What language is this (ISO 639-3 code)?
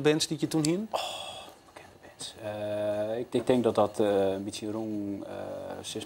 fry